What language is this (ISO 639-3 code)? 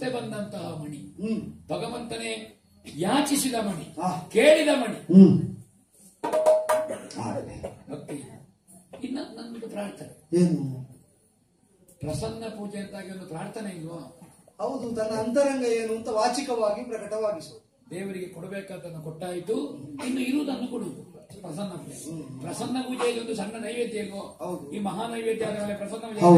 kan